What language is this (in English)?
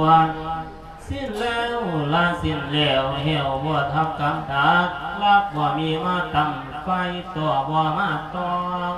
Lao